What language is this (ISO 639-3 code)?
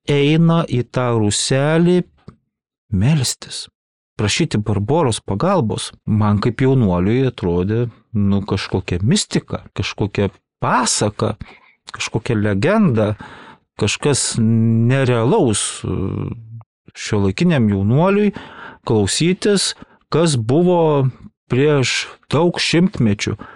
lit